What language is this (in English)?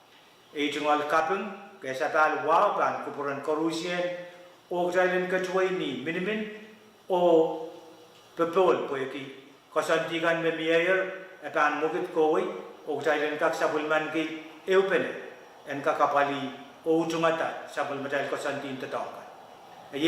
Pohnpeian